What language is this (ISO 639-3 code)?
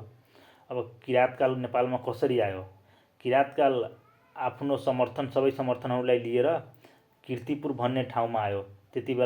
nep